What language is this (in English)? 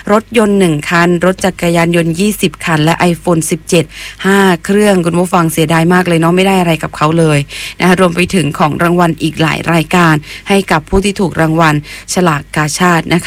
Thai